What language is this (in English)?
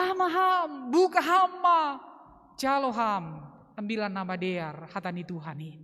Batak Simalungun